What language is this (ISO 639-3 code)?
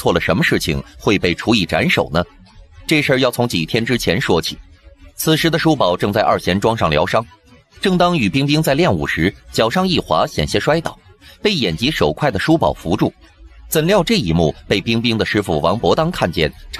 zho